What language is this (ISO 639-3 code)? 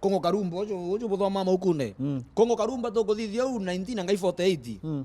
mer